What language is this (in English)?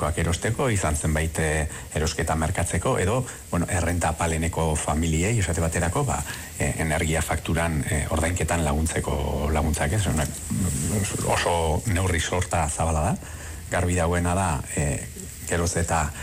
Basque